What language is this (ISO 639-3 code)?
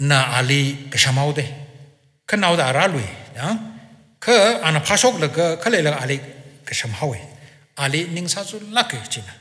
nmf